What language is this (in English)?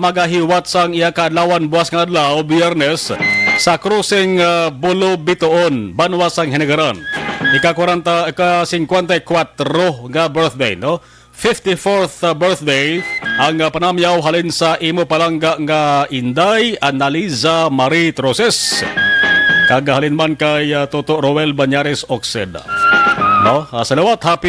Hiligaynon